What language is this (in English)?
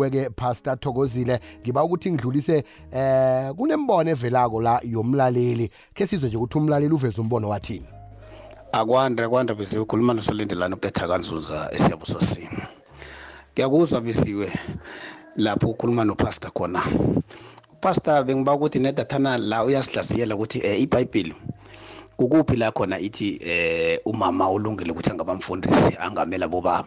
South Ndebele